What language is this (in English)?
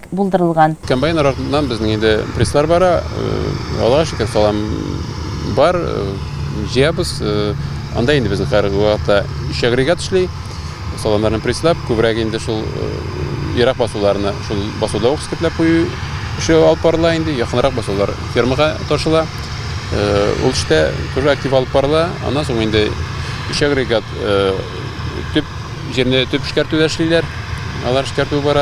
Tatar